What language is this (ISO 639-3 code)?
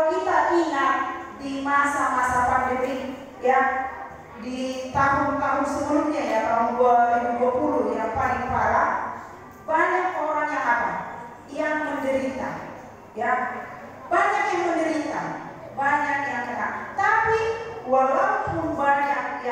ind